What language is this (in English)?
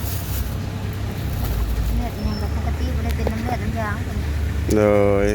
Lao